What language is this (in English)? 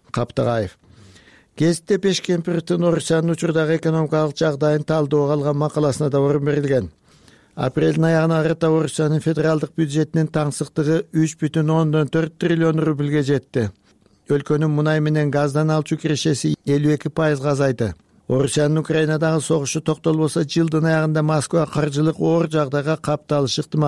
Kyrgyz